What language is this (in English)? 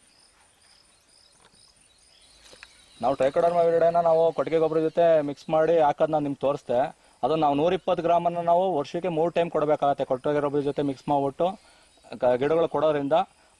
Kannada